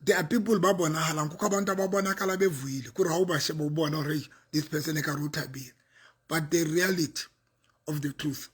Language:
Southern Sotho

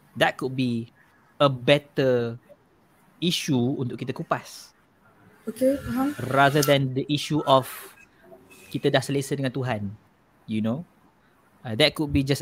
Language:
Malay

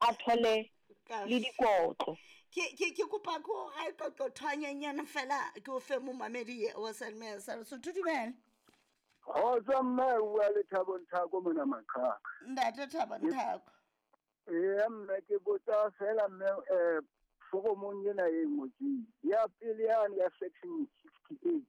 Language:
Southern Sotho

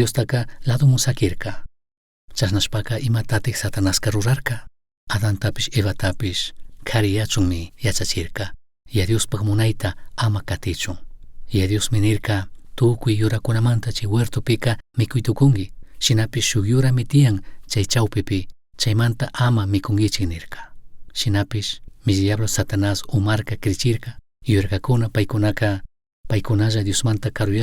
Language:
Chimborazo Highland Quichua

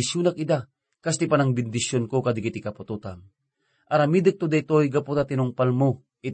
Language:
Iloko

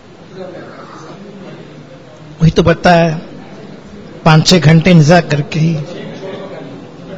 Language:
Urdu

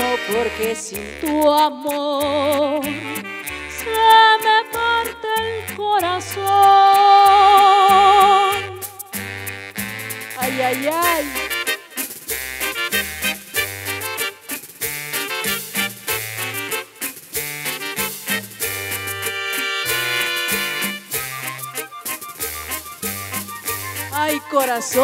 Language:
Spanish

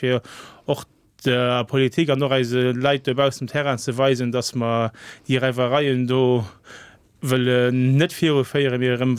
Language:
Luxembourgish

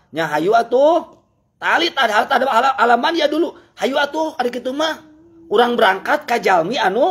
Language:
Sundanese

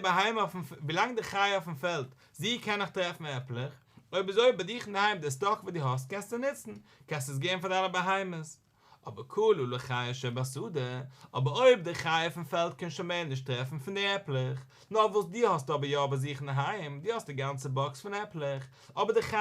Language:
Yiddish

